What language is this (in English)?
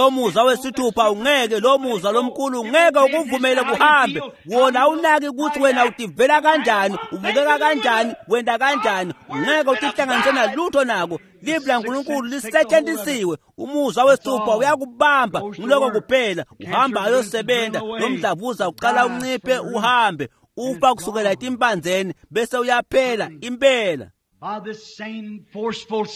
Swati